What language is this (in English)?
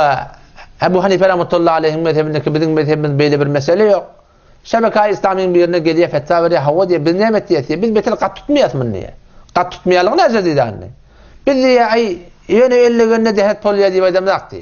Turkmen